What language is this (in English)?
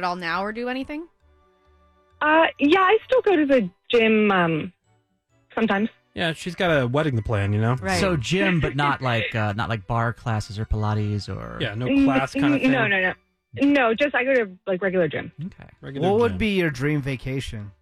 English